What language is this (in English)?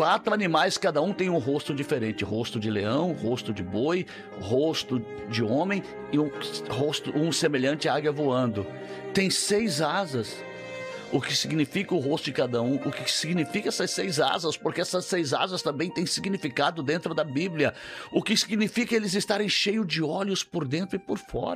Portuguese